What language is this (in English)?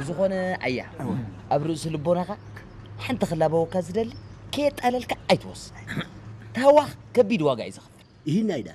Tigrinya